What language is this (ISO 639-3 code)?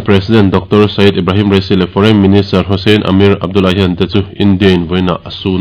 lus